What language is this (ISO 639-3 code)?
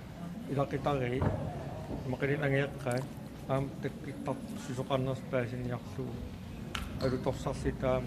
kal